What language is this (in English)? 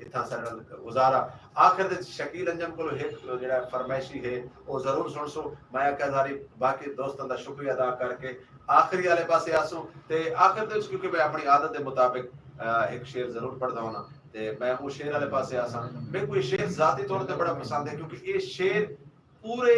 Saraiki